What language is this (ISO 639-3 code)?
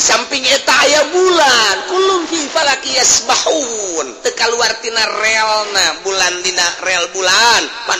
sun